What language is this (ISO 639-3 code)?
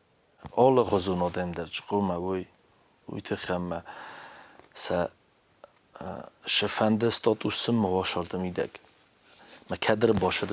oss